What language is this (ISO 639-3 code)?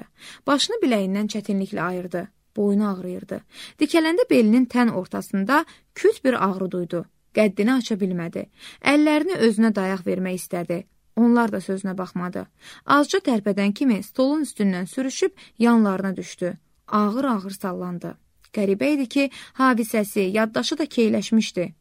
aze